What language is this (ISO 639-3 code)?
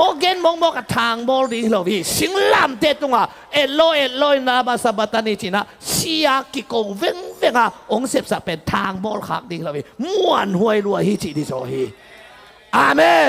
ctd